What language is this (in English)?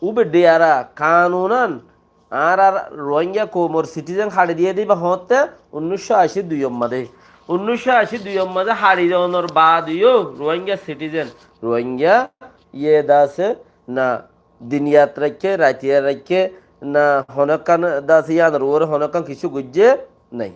Rohingya